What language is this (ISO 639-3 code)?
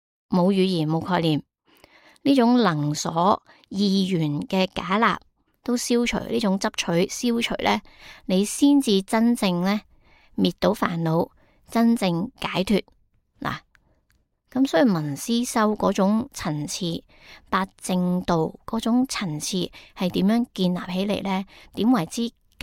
yue